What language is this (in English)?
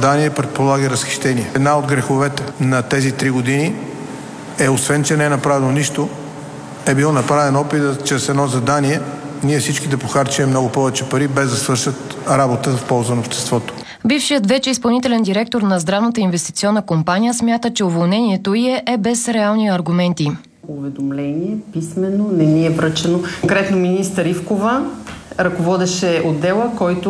Bulgarian